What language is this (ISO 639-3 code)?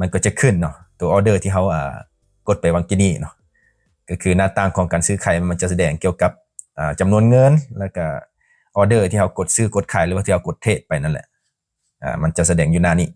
lao